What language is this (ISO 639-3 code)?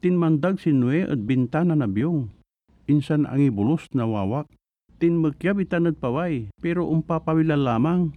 pag